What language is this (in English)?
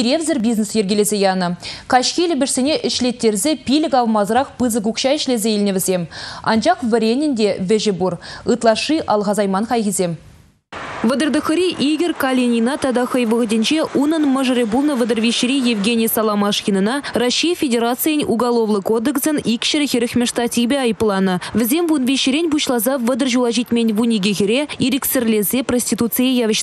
Chuvash